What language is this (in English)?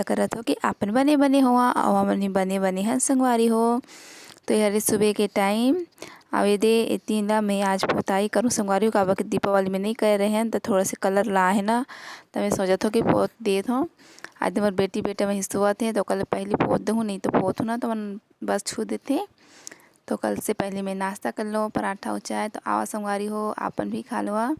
Chhattisgarhi